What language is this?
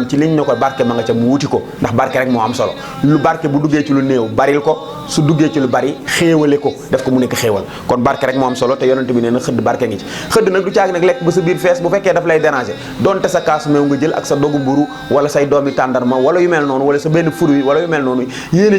Wolof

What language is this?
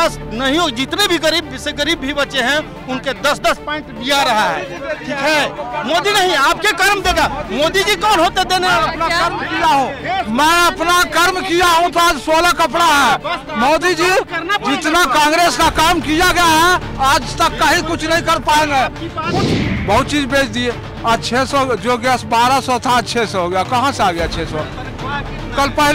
Hindi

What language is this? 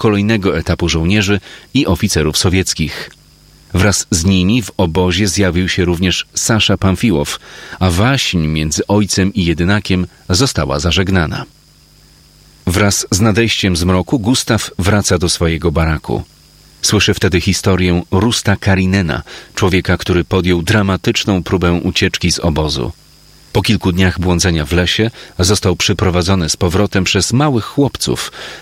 Polish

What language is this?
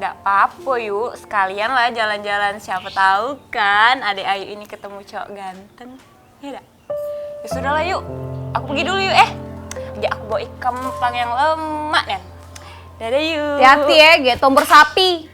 Musi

